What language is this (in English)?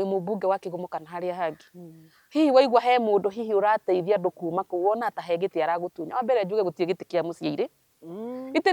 Kikuyu